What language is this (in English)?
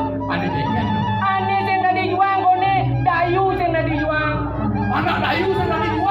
Balinese